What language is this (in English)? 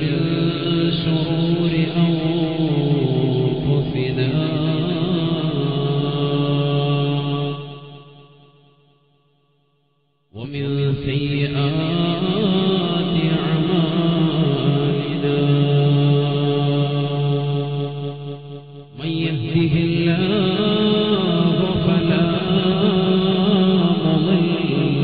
Malayalam